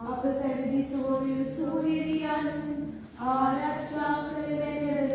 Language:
Sinhala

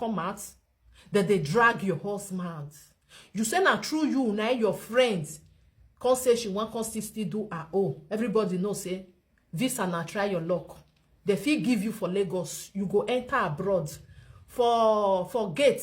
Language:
Nigerian Pidgin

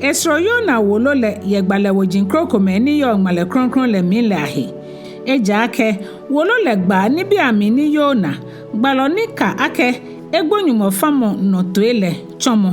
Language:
Ga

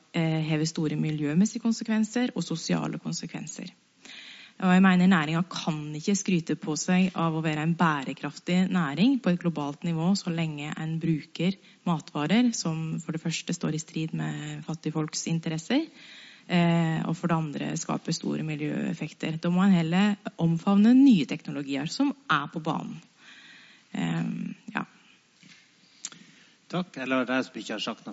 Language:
Norwegian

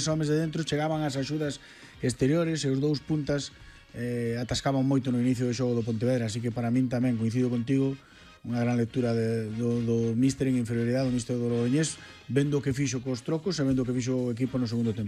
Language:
Galician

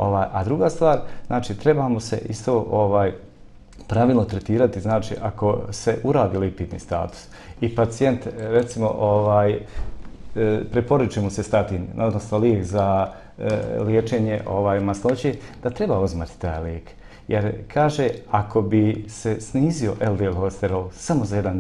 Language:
Bosnian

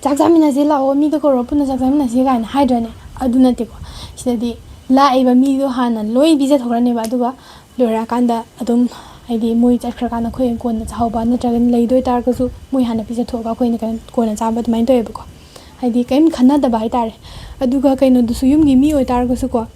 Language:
Manipuri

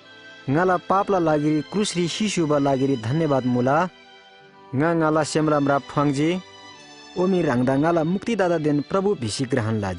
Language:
Eastern Tamang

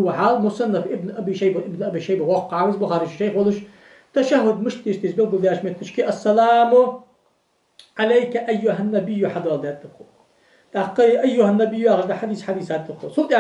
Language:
Ingush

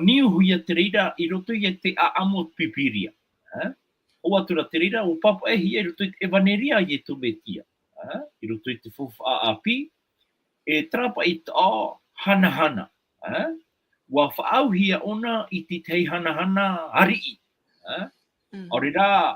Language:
Tahitian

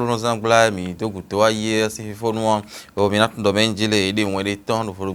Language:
Fon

